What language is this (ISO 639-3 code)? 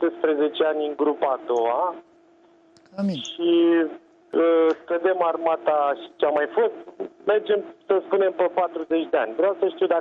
ron